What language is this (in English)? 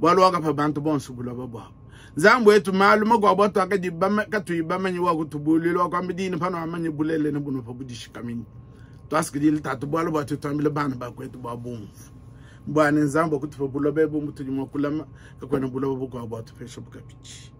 Luba-Lulua